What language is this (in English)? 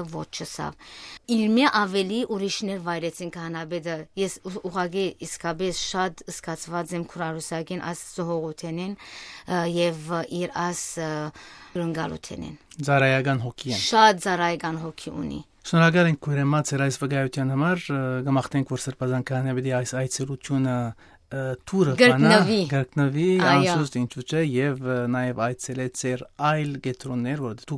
Western Armenian